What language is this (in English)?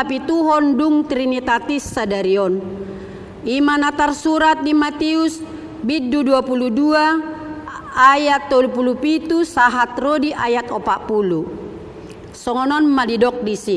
Batak Toba